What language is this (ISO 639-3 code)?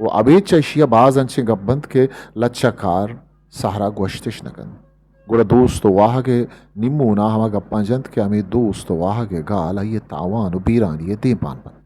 bgp